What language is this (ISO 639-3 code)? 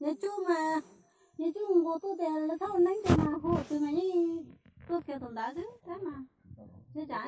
hmn